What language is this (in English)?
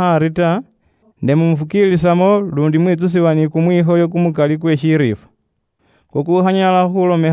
Luyia